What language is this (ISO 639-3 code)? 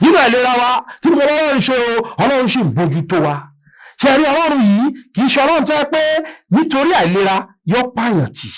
yor